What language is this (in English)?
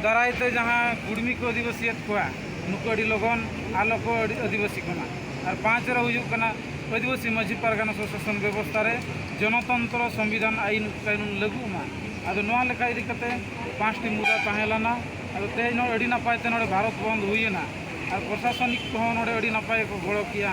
Santali